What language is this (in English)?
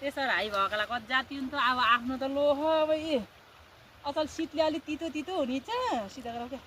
Nepali